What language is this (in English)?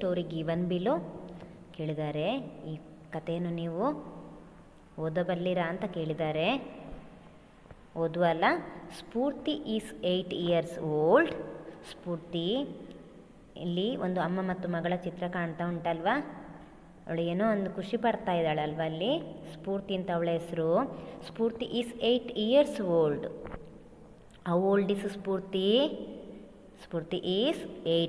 Kannada